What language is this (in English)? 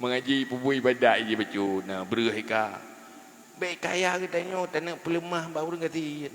Achinese